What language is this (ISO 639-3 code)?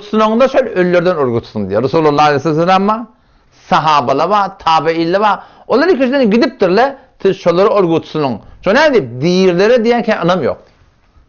tuk